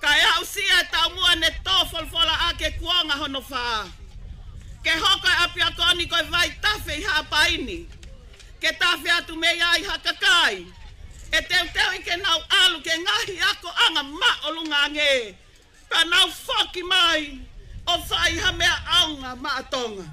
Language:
Tongan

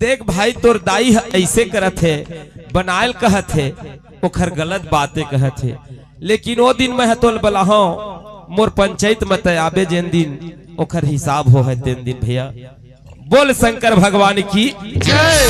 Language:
Chhattisgarhi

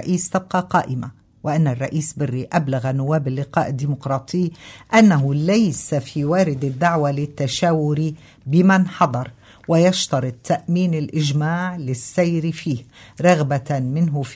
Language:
Arabic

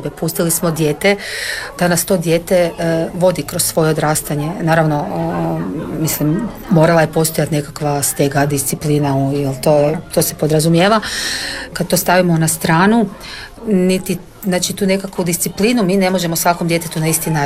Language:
Croatian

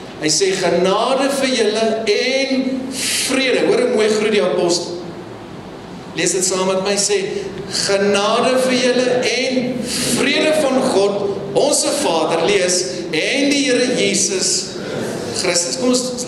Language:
Afrikaans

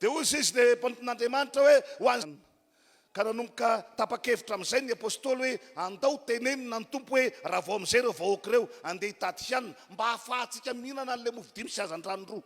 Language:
Malagasy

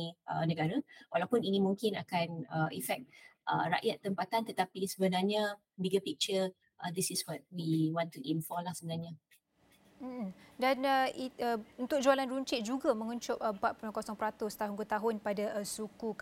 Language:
Malay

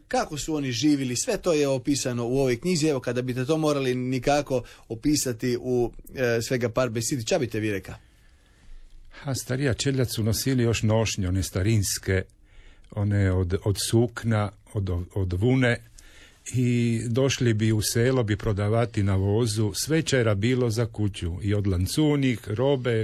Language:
Croatian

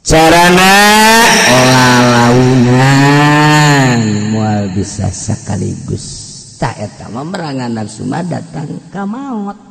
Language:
Sundanese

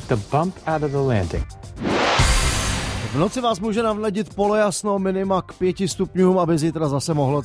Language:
Czech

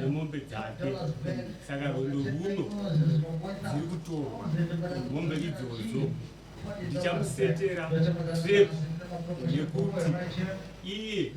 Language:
Shona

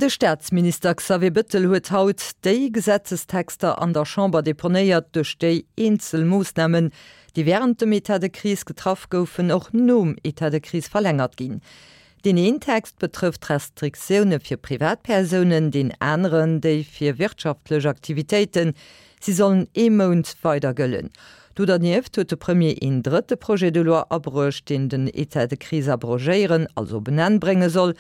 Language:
Luxembourgish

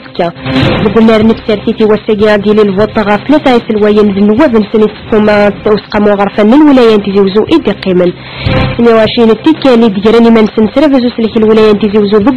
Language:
Kabyle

